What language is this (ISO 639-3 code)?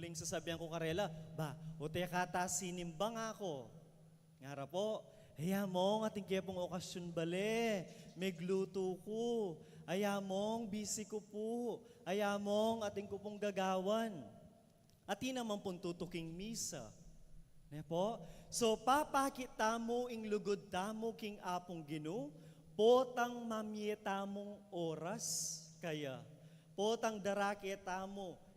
pam